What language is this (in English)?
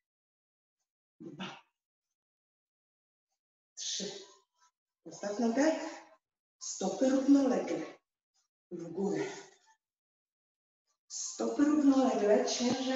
Polish